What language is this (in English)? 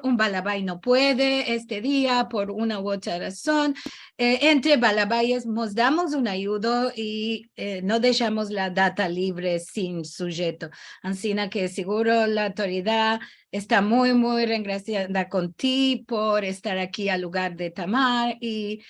Ladino